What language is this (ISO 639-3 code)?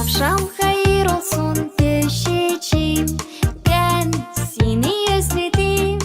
gag